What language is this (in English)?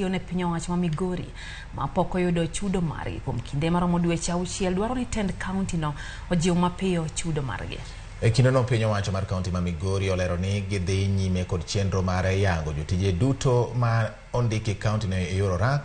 Luo (Kenya and Tanzania)